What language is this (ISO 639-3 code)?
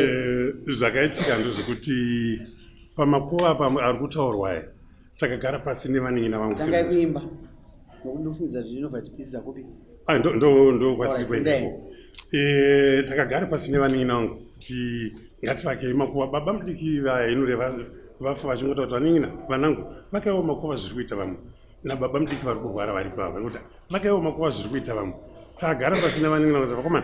sna